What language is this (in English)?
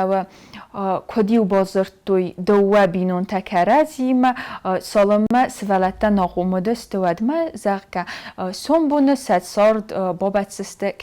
Ossetic